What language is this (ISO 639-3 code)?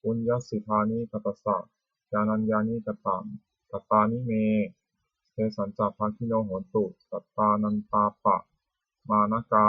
pli